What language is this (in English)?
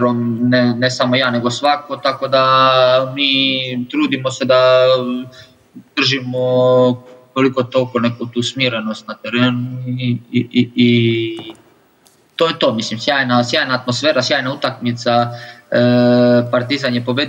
Serbian